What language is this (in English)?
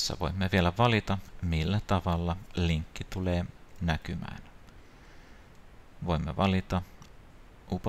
Finnish